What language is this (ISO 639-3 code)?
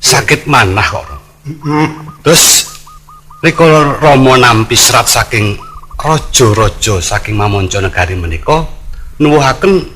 jav